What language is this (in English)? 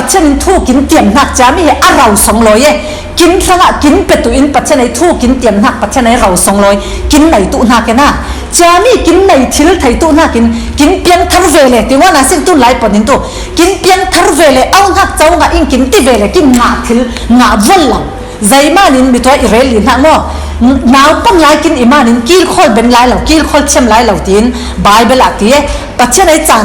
Falam Chin